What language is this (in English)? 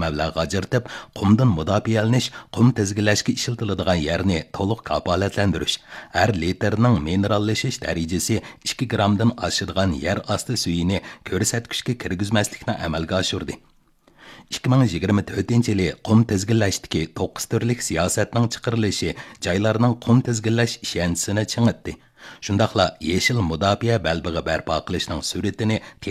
Uyghur